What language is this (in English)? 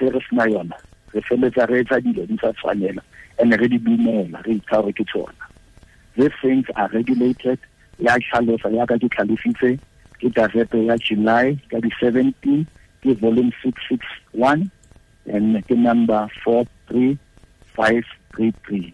Tswana